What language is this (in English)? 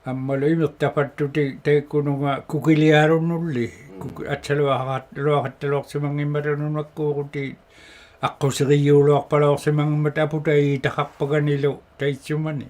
Inuktitut